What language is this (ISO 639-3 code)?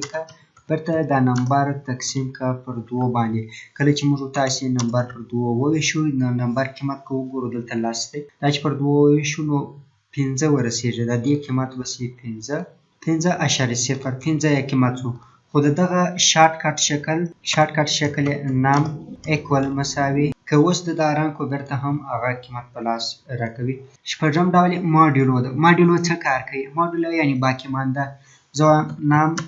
pus